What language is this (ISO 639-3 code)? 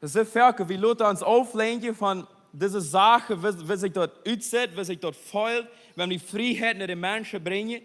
pdt